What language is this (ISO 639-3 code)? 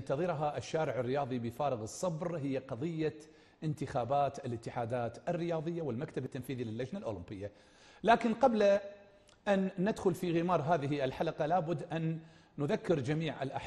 ara